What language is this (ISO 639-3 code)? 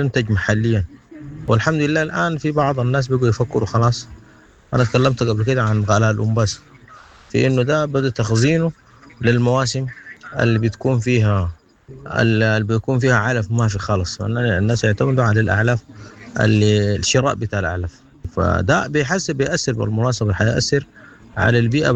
apd